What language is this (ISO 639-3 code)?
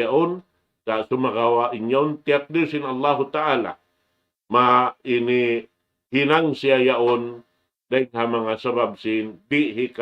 tsg